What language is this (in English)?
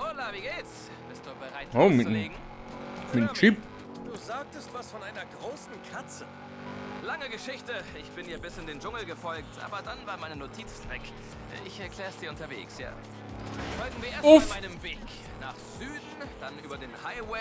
Bavarian